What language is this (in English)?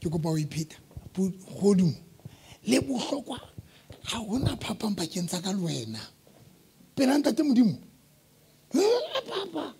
Southern Sotho